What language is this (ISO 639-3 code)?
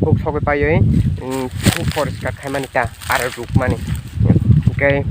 trp